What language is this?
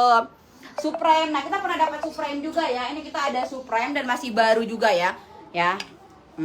Manado Malay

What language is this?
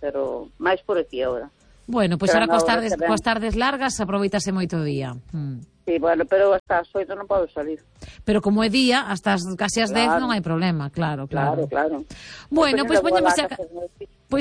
Galician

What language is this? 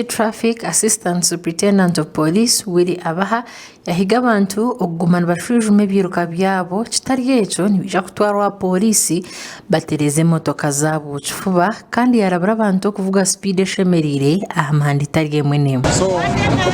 Nyankole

